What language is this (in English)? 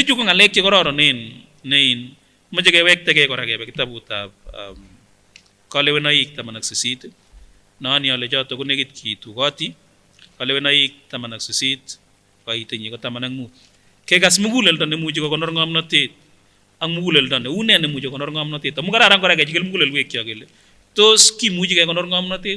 Kipsigis